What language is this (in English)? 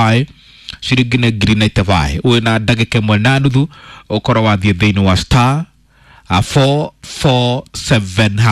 Kikuyu